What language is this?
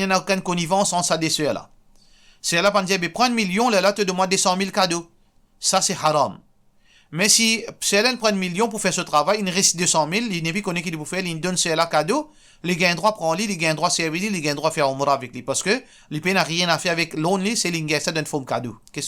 Morisyen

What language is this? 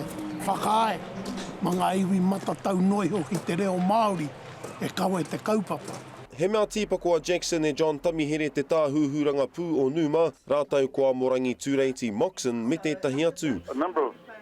Māori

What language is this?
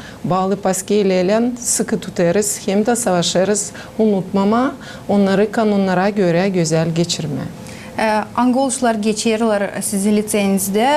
Gagauz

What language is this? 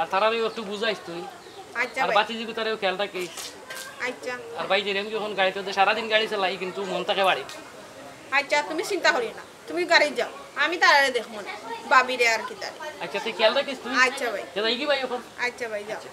Sylheti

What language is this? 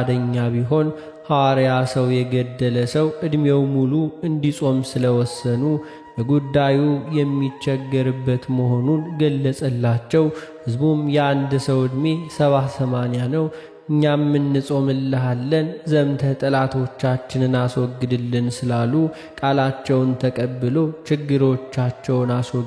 Amharic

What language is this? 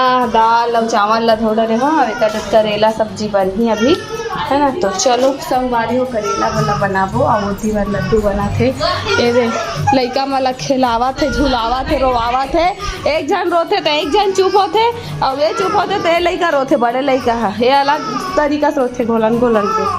Chhattisgarhi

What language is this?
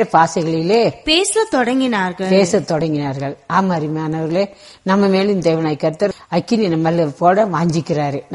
Tamil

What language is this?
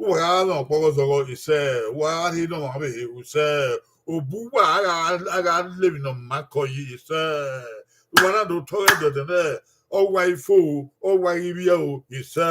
Bini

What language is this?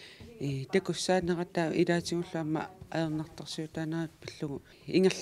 Kalaallisut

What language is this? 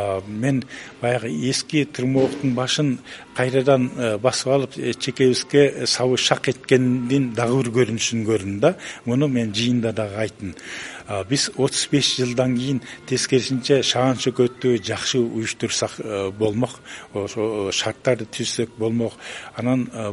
Kyrgyz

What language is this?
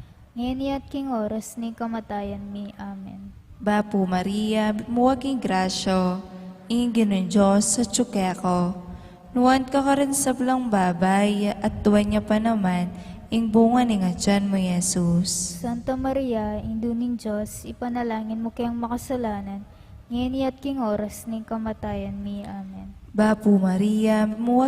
Pampanga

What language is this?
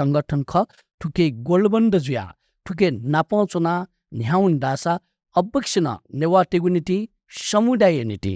Newari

